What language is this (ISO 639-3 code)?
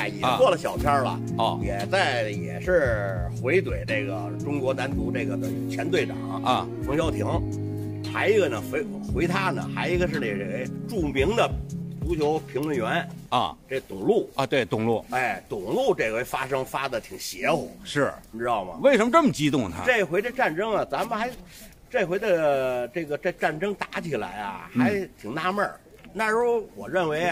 zho